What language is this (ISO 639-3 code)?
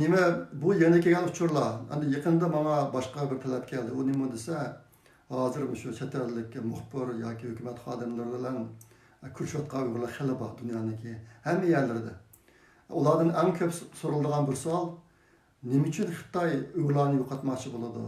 uig